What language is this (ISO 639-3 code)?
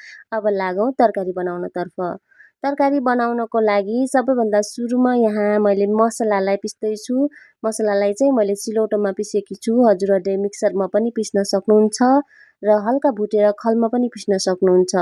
nep